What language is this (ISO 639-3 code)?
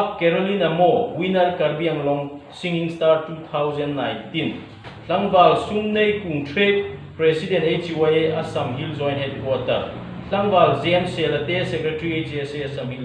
hmr